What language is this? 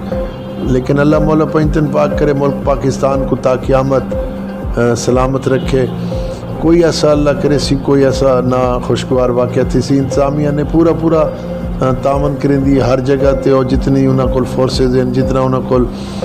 Saraiki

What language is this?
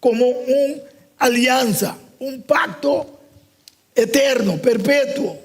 Papiamento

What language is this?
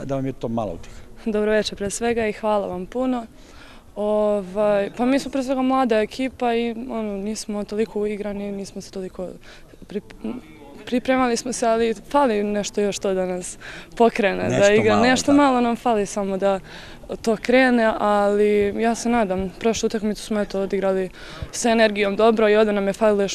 Serbian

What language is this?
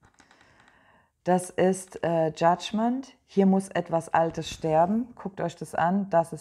German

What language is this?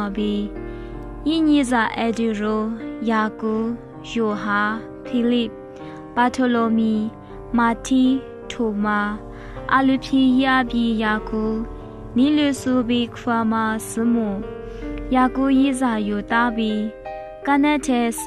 Lisu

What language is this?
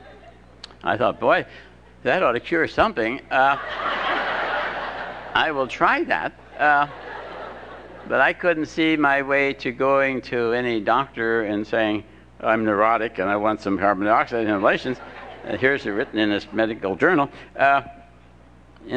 English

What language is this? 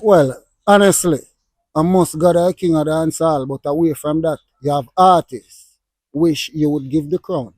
Jamaican Creole English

